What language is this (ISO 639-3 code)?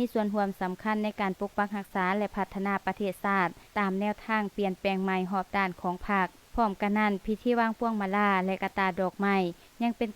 lao